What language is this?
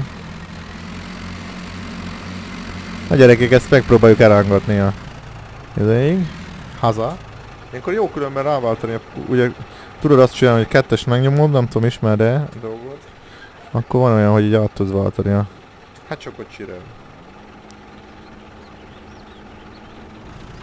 Hungarian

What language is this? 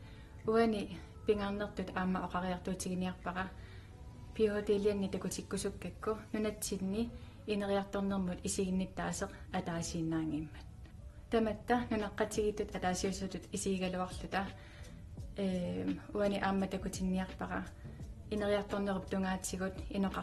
Kalaallisut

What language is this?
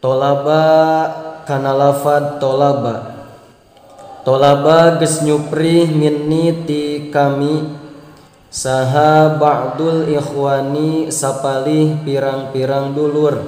Sundanese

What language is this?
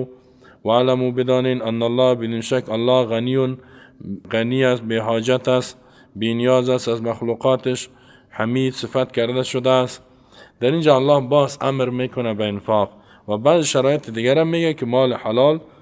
Persian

